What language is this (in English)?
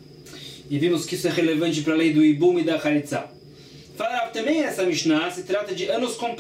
Portuguese